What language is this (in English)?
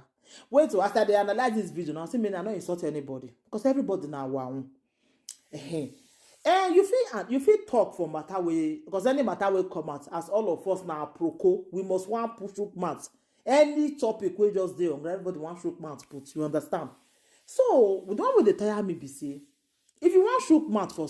Nigerian Pidgin